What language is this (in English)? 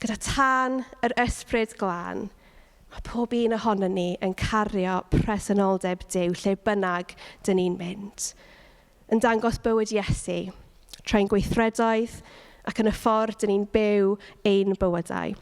Welsh